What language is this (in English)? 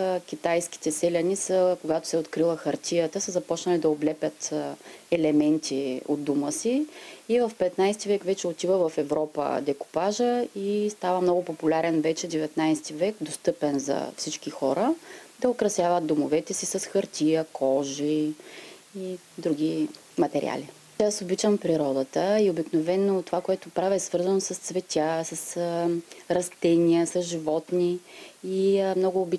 Bulgarian